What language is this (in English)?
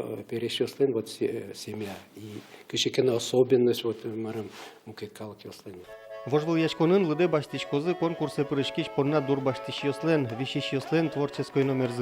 Udmurt